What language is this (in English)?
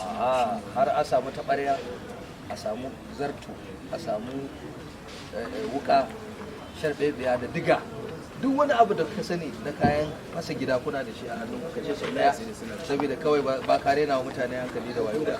Hausa